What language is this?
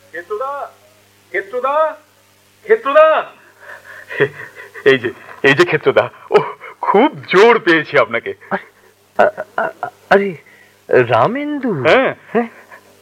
Bangla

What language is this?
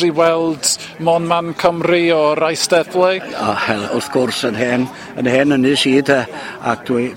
Welsh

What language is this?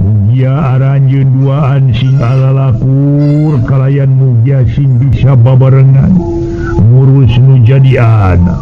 Sundanese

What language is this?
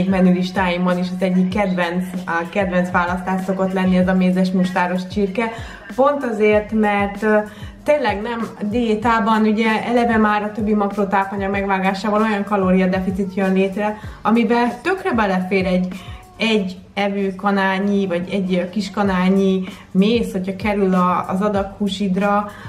Hungarian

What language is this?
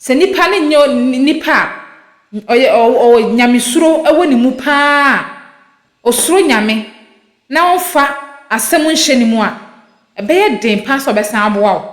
Akan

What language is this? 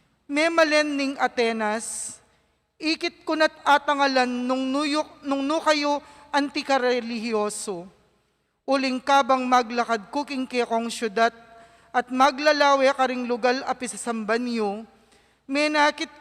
Pampanga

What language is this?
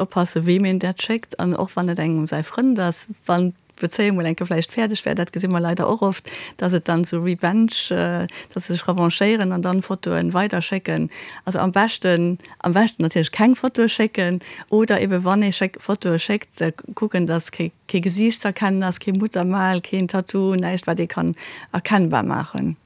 Luxembourgish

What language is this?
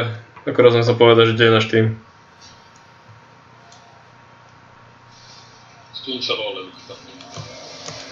Slovak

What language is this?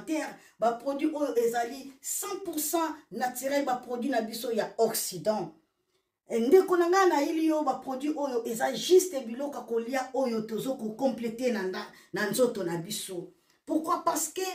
Lingala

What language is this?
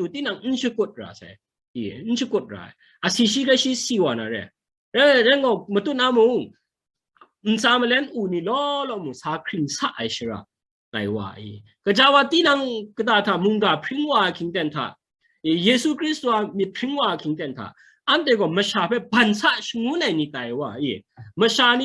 Kachin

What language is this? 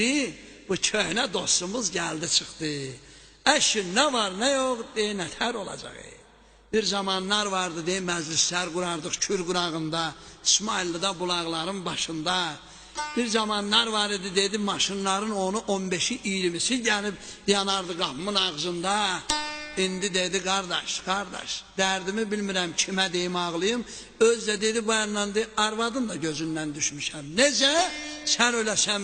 South Azerbaijani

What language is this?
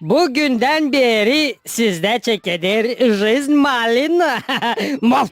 Gagauz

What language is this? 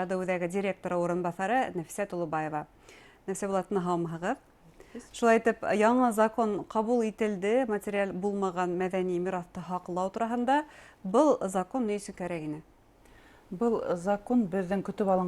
Bashkir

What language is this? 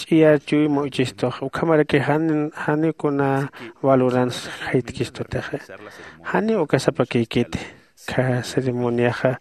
Aymara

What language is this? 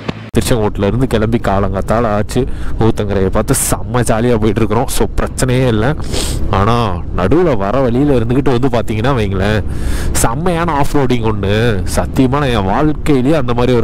Tamil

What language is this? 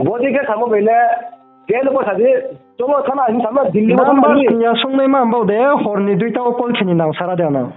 Riang (India)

